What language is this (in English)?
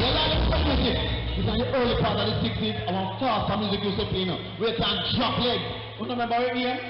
Jamaican Creole English